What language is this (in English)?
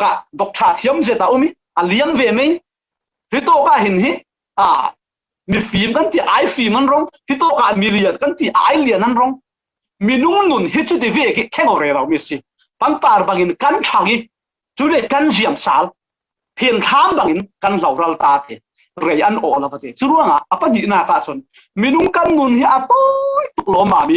Falam Chin